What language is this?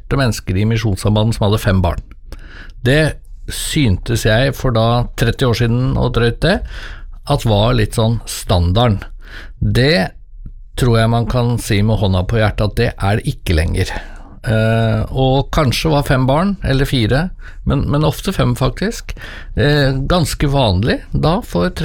Norwegian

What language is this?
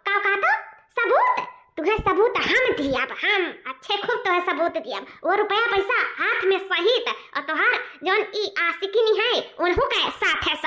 Awadhi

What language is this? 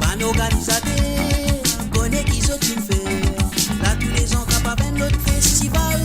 Morisyen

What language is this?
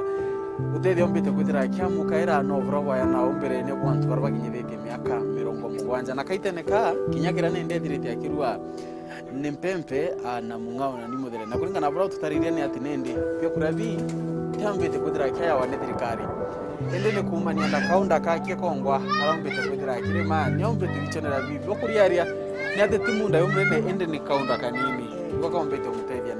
Meru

